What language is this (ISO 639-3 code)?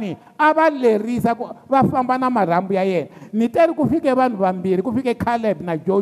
tso